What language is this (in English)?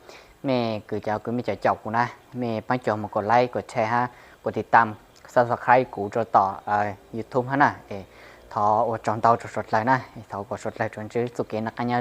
Hmong